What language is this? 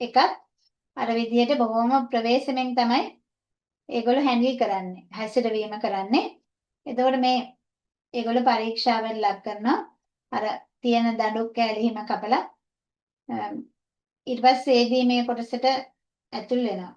Sinhala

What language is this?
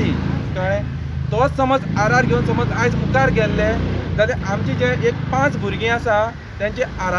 Konkani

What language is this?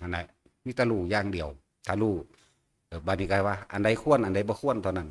Northeastern Thai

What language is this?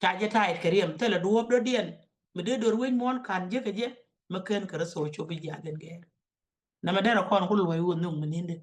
Nuer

